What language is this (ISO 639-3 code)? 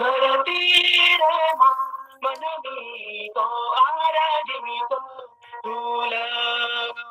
sat